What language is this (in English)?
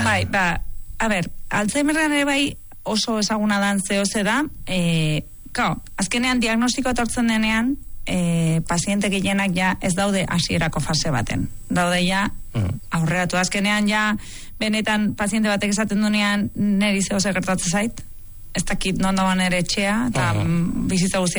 Basque